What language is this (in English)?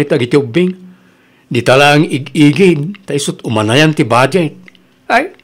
Iloko